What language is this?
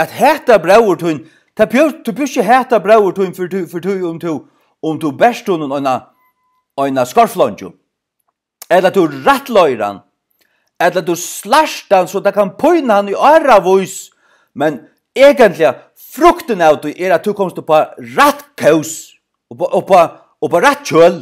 Faroese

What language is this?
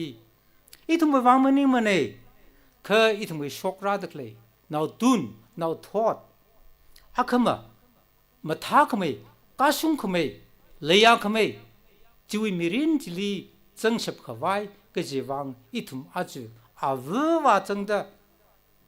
Tangkhul Naga (India)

